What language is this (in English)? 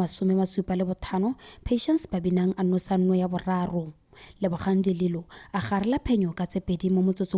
Tswana